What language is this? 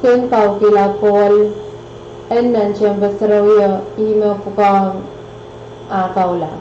Pohnpeian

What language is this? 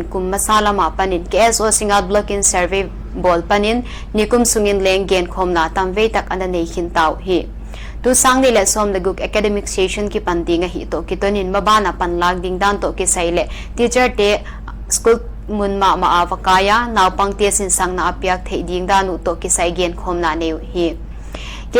Paite Chin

